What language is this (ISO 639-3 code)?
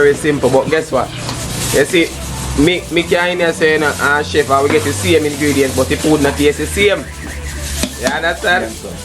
jam